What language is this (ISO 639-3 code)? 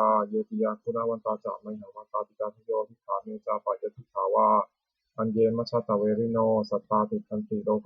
pli